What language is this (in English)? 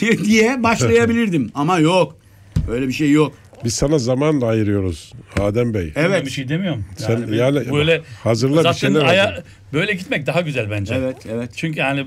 Turkish